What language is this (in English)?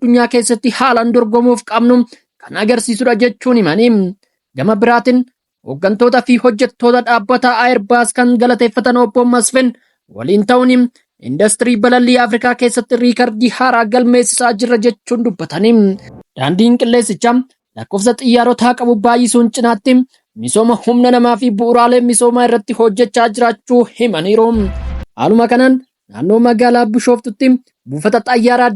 Oromo